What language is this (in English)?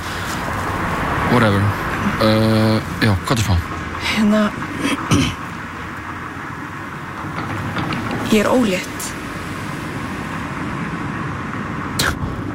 Icelandic